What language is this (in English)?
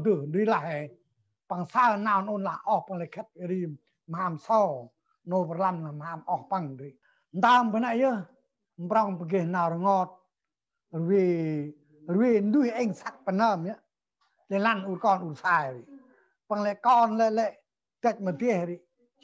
Central Mnong